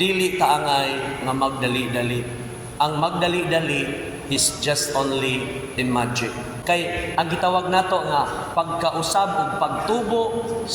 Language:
Cebuano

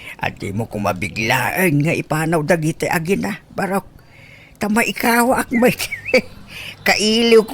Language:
Iloko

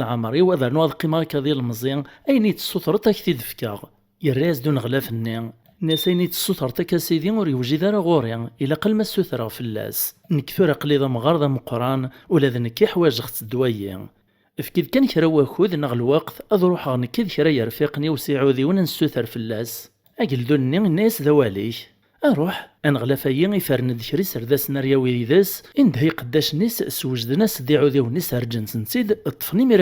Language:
Kabyle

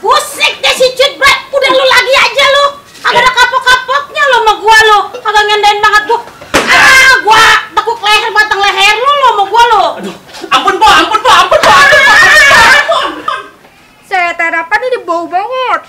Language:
Betawi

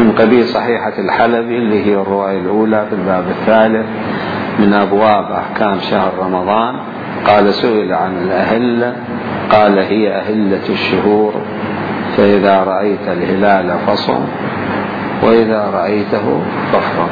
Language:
Mesopotamian Arabic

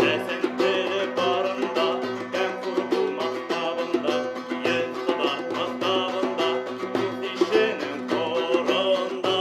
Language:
Bashkir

